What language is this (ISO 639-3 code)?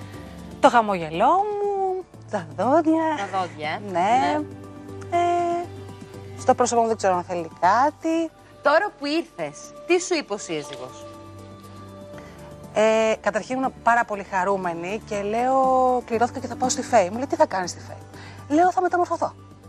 ell